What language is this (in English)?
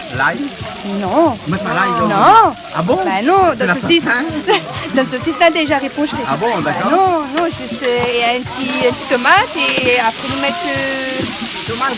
Réunion Creole French